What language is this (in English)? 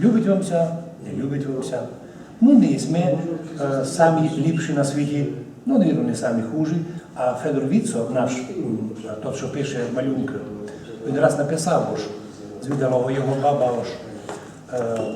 Rusyn